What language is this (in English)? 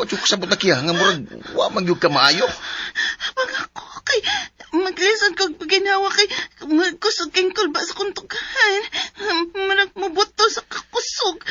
Cebuano